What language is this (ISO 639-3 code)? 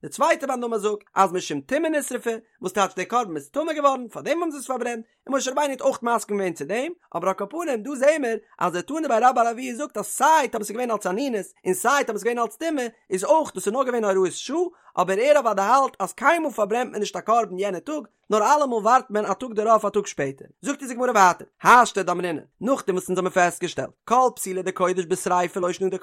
yid